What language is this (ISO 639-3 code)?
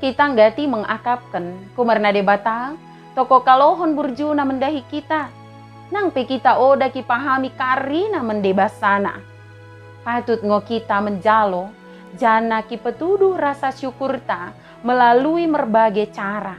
btd